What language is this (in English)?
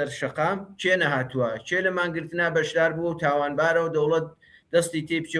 Central Kurdish